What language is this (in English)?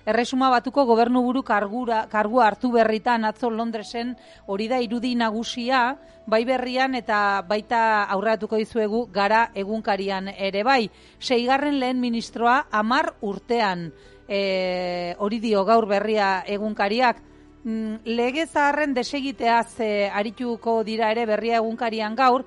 Basque